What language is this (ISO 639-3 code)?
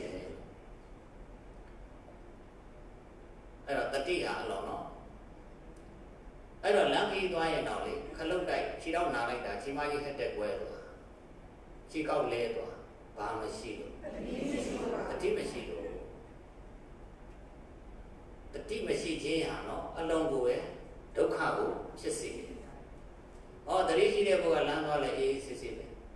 mya